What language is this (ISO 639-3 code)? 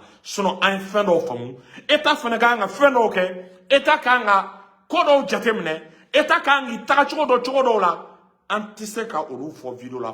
bam